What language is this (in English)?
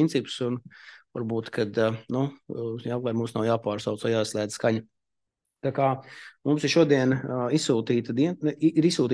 Latvian